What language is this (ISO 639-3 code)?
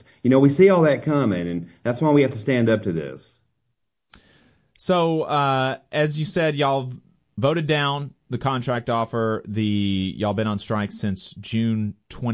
eng